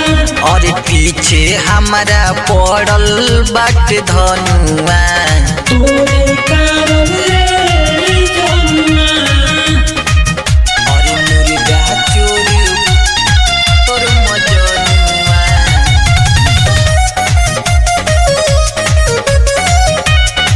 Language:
Bhojpuri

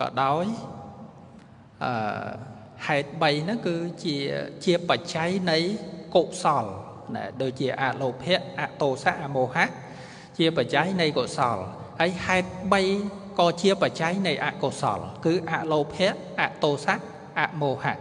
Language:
Khmer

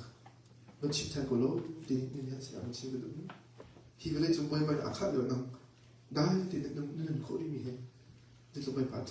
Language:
Hakha Chin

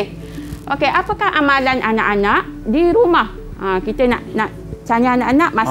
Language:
Malay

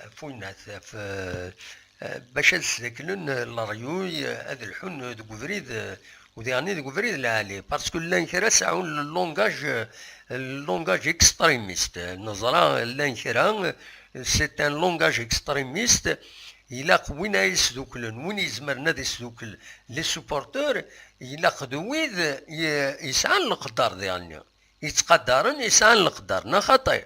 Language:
Kabyle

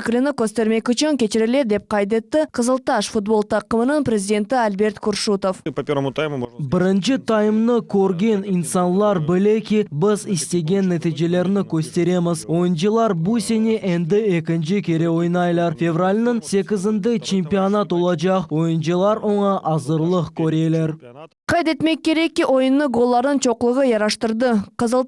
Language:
Crimean Tatar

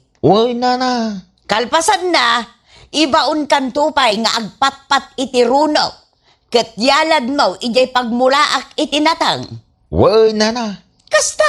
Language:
Iloko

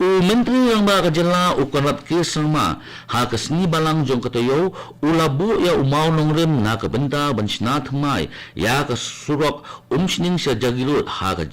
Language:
Khasi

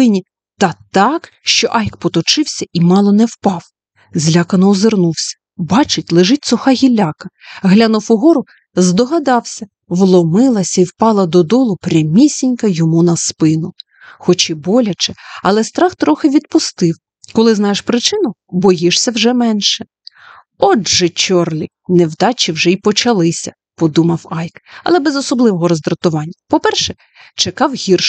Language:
Ukrainian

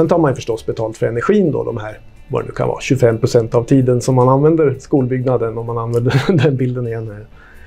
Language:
Swedish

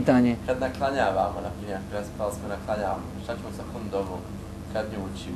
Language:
Bosnian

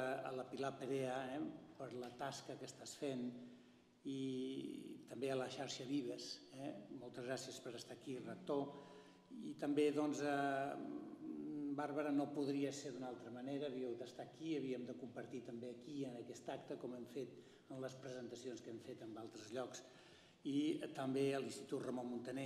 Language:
Catalan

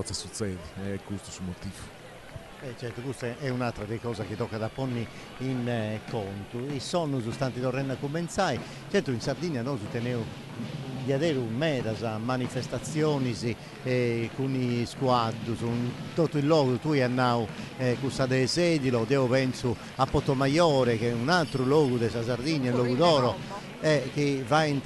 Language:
Sardinian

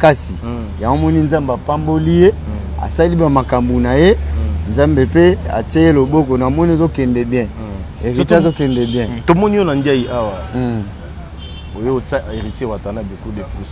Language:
Lingala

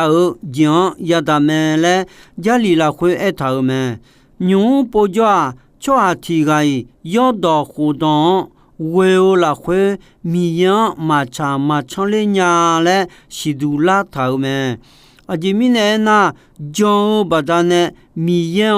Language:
Akha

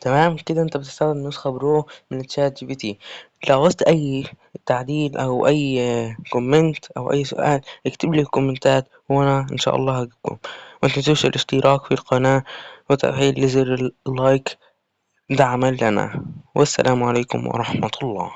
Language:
Egyptian Arabic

